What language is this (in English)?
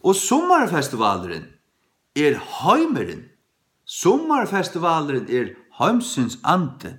Faroese